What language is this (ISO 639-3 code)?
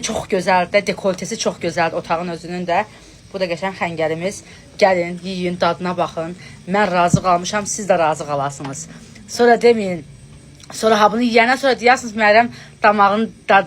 aze